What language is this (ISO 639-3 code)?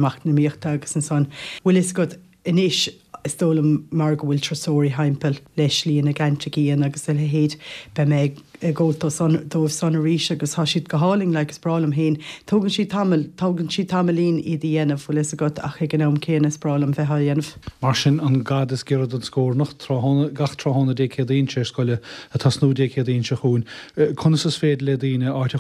gle